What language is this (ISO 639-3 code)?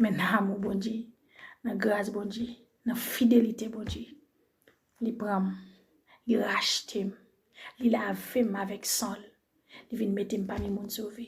hat